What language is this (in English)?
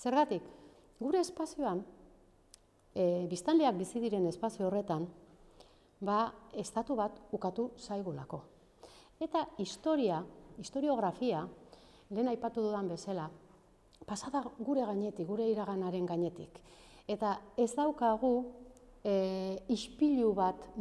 Basque